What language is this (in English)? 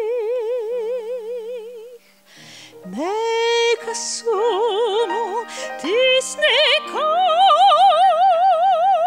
Croatian